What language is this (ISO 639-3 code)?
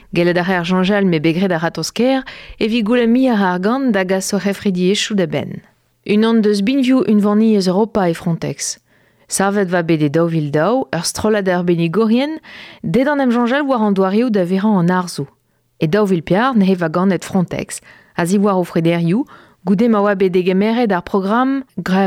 bre